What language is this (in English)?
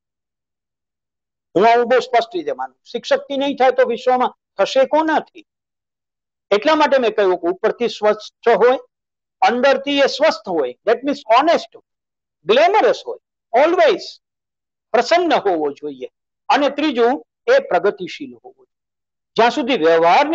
Gujarati